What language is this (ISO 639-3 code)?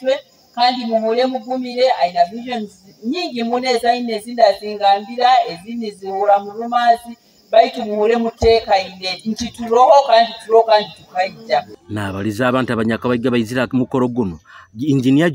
nyo